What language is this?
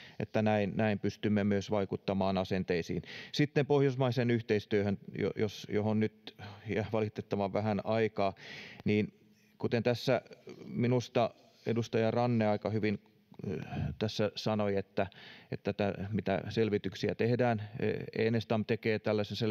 Finnish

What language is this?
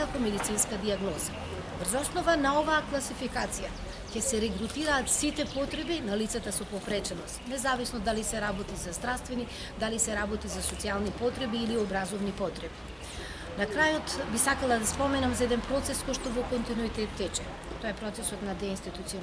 Macedonian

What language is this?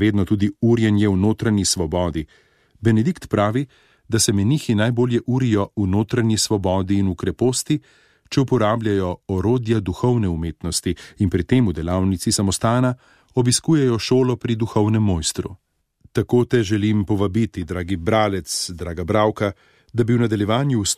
Slovenian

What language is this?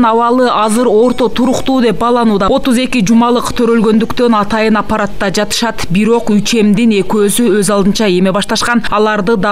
Kyrgyz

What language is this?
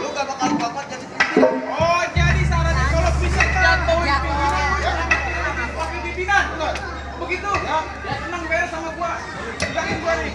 Betawi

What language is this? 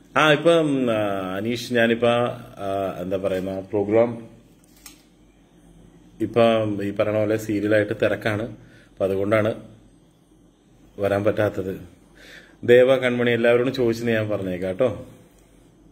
Malayalam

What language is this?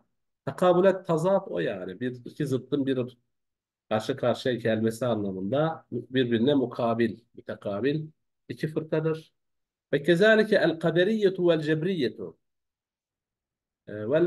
Turkish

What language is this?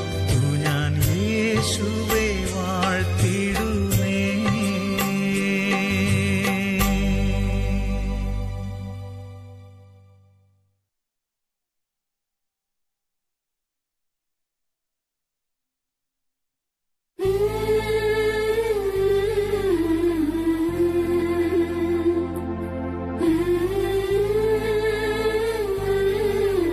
Malayalam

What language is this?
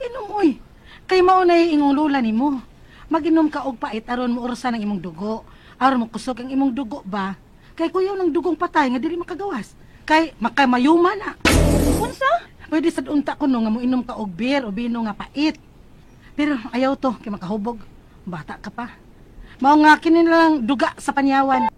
Cebuano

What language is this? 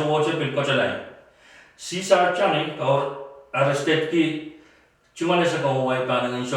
Pohnpeian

